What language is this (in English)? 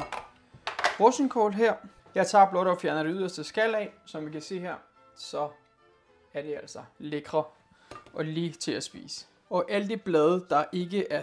Danish